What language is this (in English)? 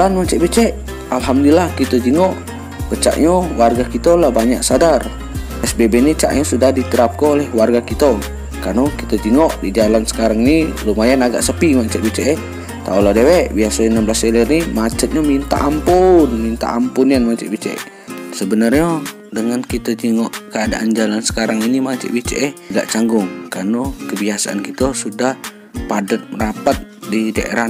Musi